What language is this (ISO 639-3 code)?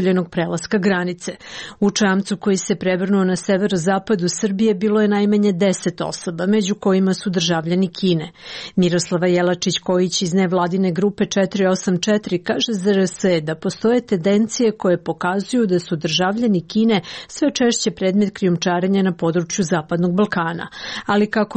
srp